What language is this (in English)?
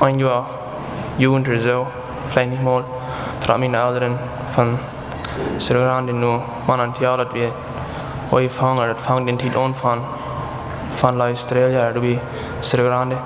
Plautdietsch